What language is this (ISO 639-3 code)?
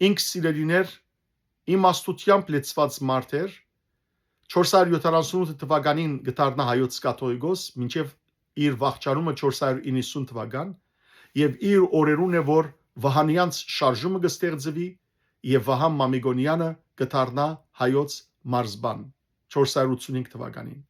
hyw